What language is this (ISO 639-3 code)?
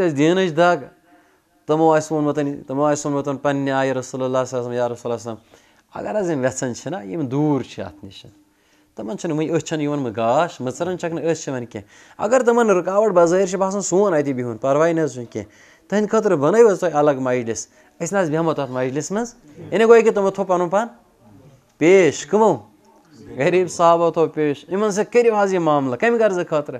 kas